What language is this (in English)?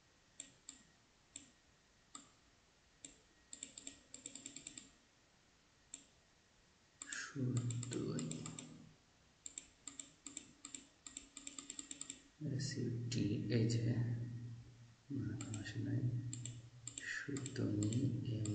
Bangla